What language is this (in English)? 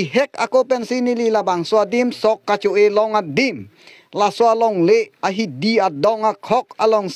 Karbi